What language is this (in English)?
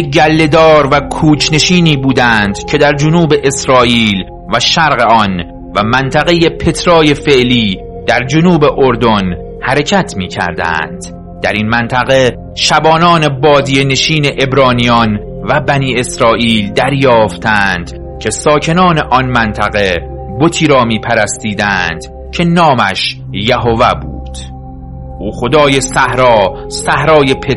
Persian